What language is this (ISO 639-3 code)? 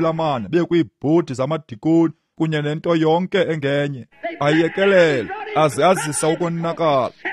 xho